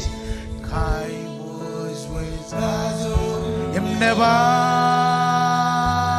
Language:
Marshallese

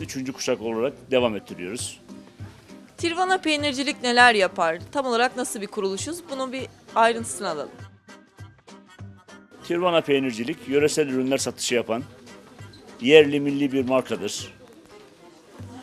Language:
Turkish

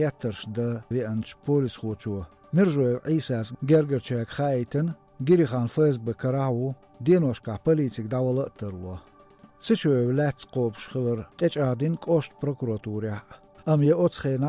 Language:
Chechen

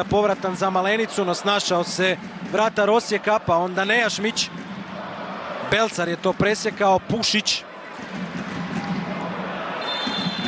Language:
Croatian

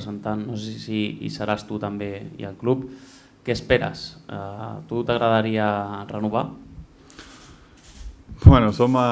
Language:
Catalan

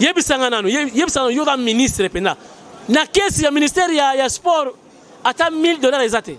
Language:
Lingala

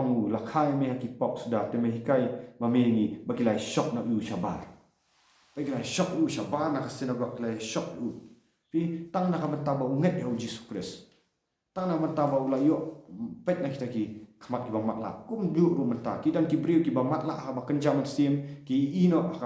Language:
Khasi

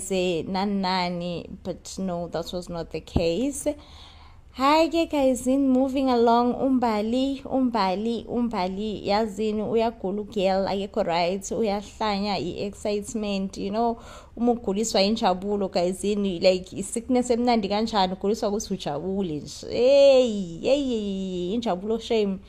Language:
Zulu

